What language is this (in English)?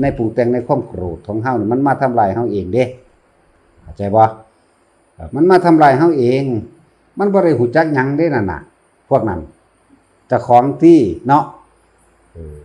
Northeastern Thai